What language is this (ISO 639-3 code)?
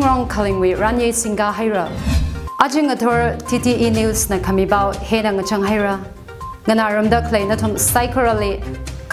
nmf